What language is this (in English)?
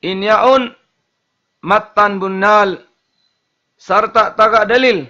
Tausug